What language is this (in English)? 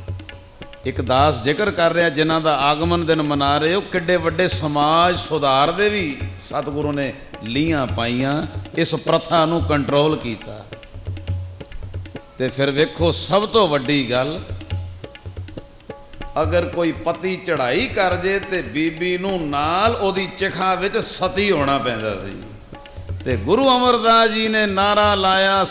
Punjabi